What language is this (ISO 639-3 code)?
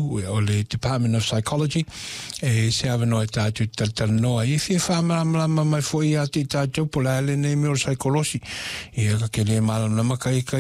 smo